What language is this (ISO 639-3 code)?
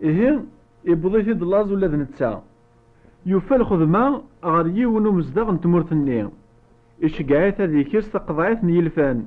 kab